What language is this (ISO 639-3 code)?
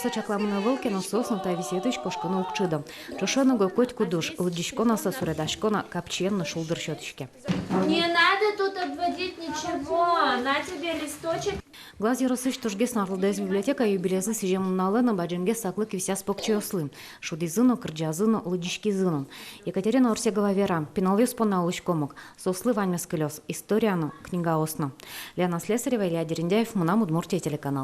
udm